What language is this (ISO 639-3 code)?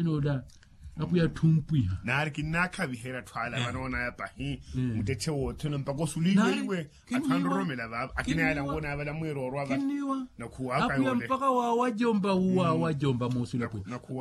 vmw